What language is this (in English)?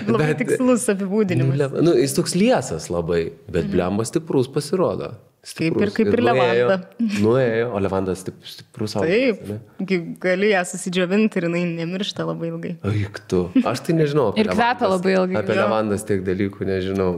Lithuanian